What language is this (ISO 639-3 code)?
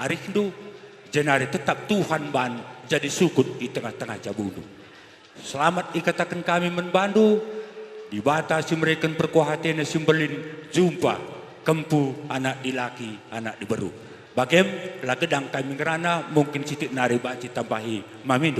btx